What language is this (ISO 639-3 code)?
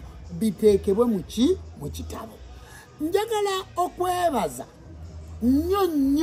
lug